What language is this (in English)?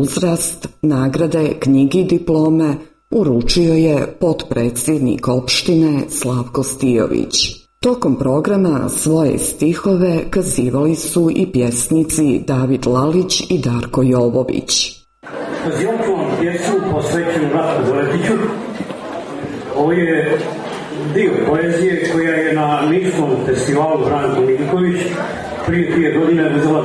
Serbian